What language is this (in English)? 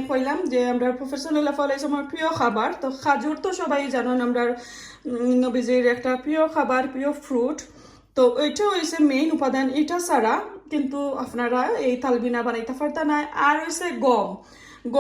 Sylheti